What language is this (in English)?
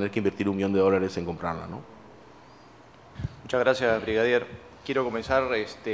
Spanish